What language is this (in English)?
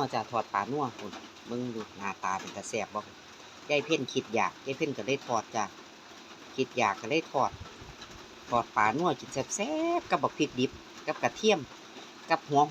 Northeastern Thai